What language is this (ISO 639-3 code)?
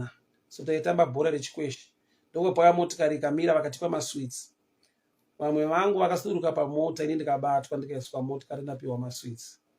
sna